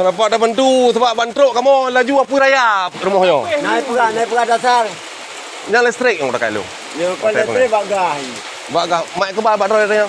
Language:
Achinese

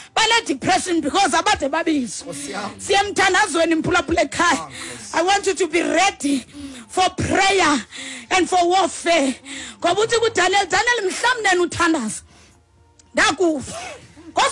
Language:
Xhosa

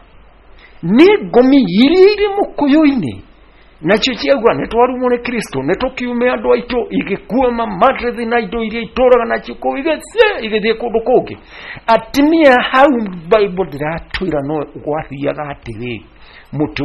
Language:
Kikuyu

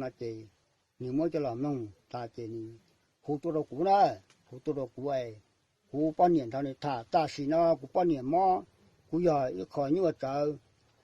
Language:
Hmong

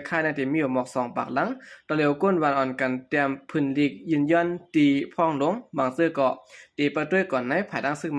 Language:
Shan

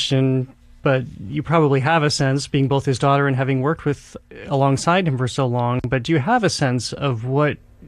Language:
English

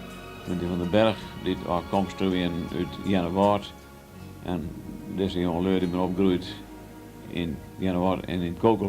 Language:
Western Frisian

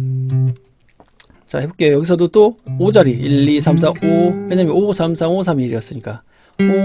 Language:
Korean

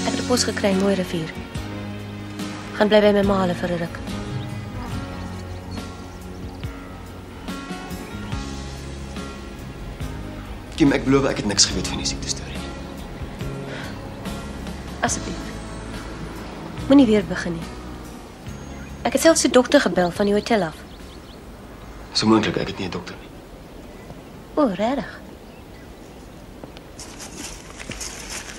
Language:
Afrikaans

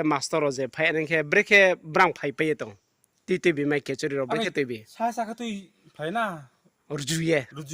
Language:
Riang (India)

